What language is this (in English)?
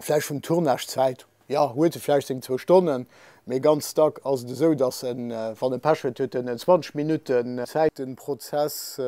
Luxembourgish